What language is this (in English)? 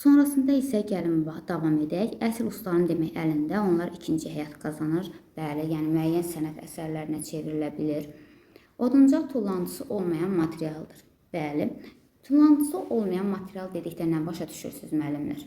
Azerbaijani